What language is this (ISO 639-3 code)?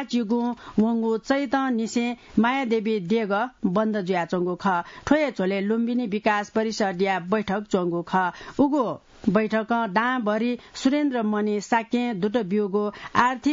new